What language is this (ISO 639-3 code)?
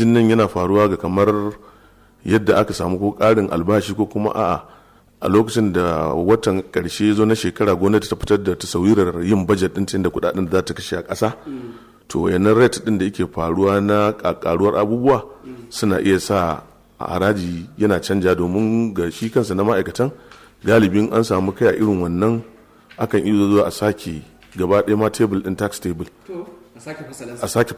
hau